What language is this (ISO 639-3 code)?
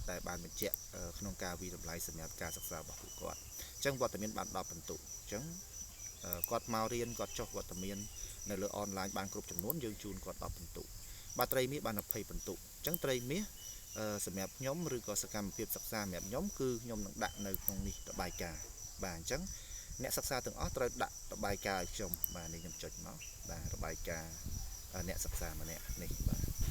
khm